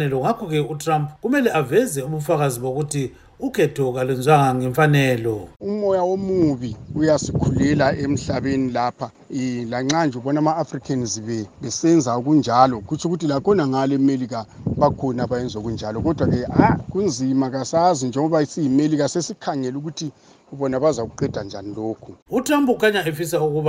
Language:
North Ndebele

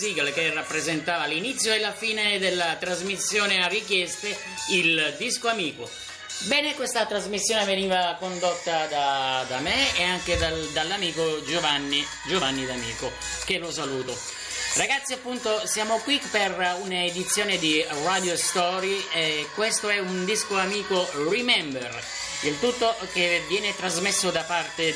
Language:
Italian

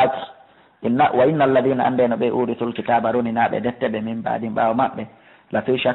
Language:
Fula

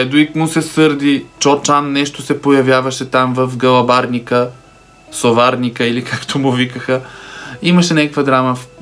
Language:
Bulgarian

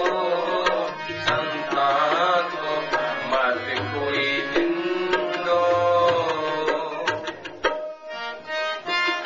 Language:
Hindi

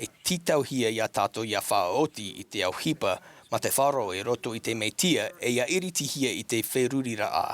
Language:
Tahitian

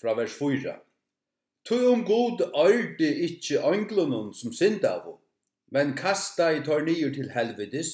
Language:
Faroese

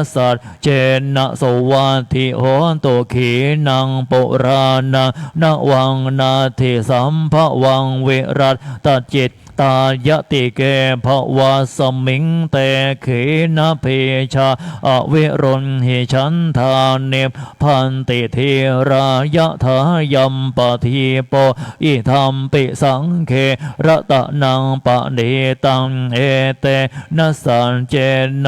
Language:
Pali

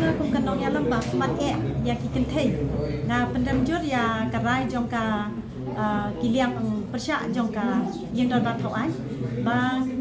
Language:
Khasi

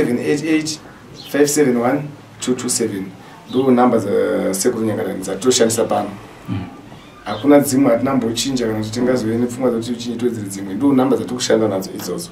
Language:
Shona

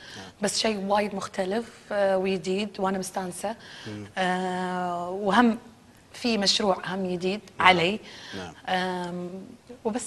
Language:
Gulf Arabic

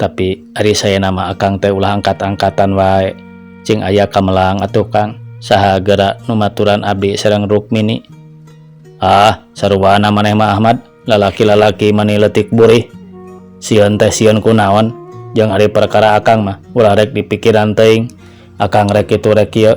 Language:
Sundanese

